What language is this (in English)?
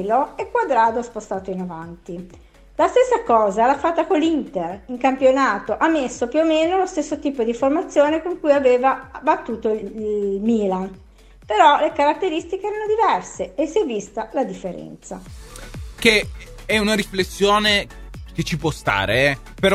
Italian